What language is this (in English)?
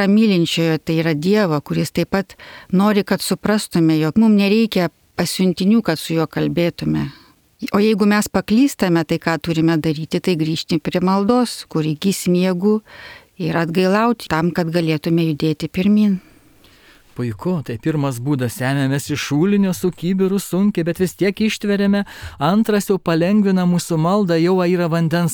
Lithuanian